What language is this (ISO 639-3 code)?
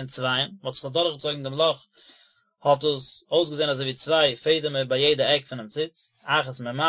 yid